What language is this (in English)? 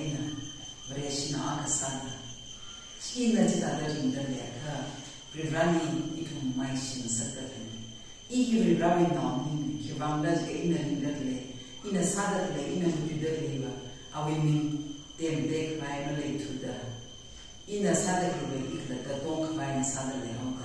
Tangkhul Naga (India)